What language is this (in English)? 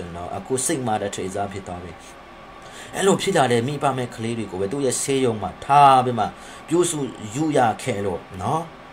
Burmese